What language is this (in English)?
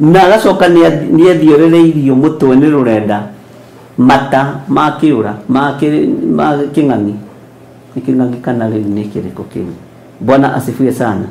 Kikuyu